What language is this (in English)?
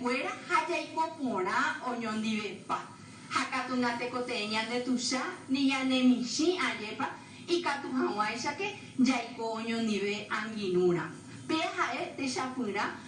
Guarani